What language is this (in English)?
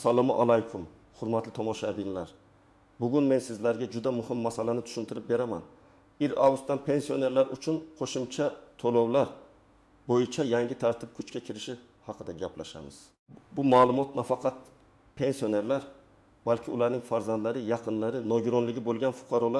Uzbek